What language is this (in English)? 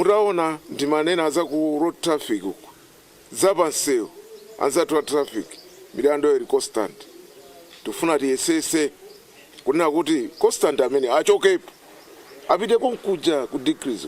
Nyanja